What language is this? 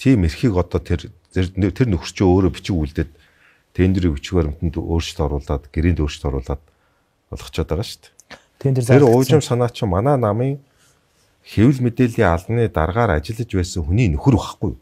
Mongolian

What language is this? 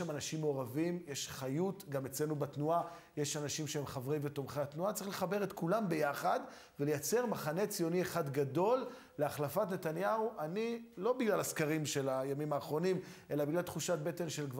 Hebrew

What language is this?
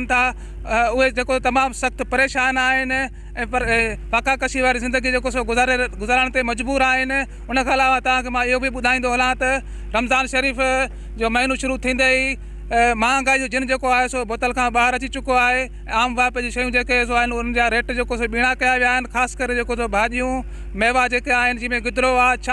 Sindhi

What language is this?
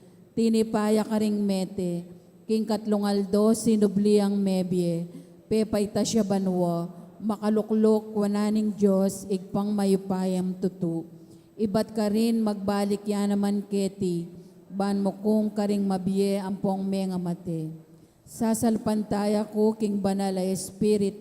Pampanga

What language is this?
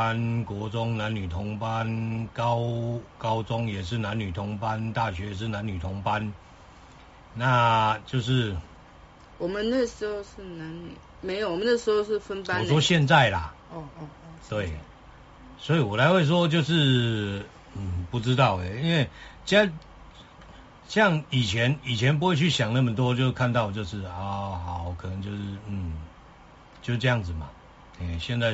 Chinese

